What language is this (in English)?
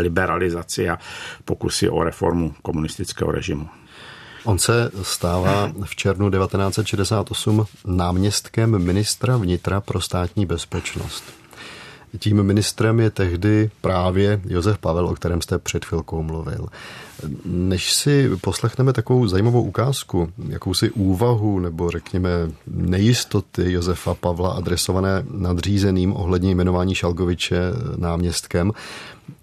Czech